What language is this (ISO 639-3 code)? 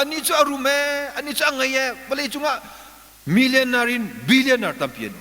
cnh